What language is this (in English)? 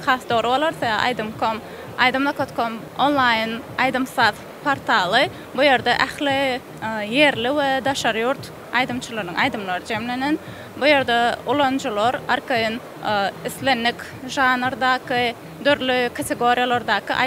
Turkmen